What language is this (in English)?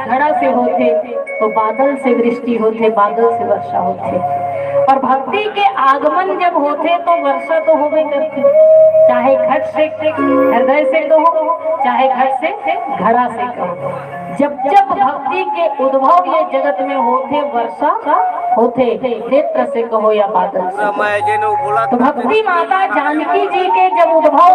Chhattisgarhi